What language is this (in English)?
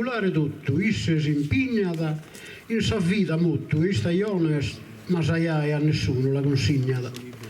Sardinian